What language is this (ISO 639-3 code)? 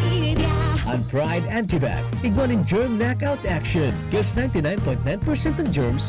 bik